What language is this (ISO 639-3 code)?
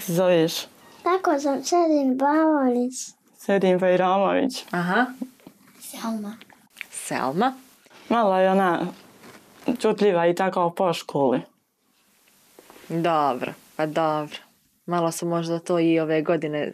bos